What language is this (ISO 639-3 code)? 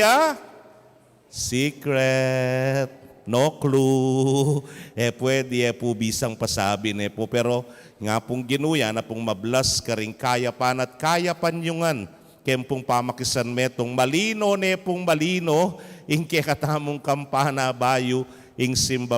pam